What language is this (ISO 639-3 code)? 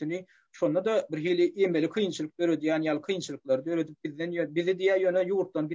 tuk